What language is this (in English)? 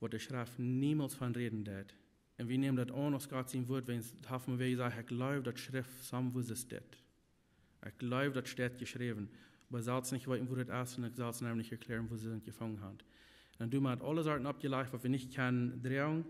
Plautdietsch